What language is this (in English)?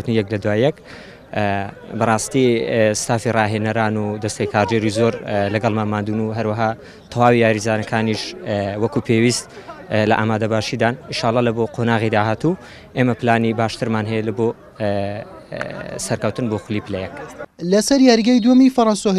Central Kurdish